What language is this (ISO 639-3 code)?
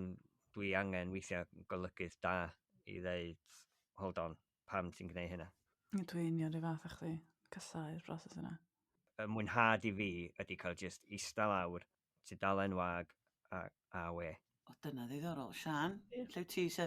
cym